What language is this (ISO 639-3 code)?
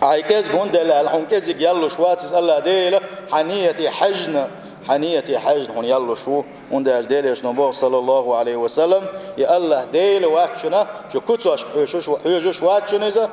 che